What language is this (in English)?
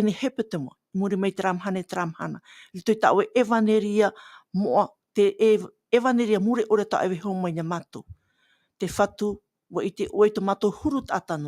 Tahitian